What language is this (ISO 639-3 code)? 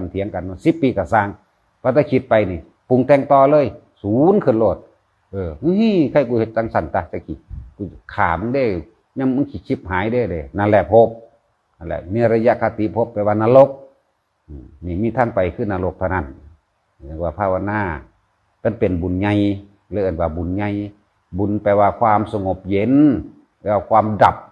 tts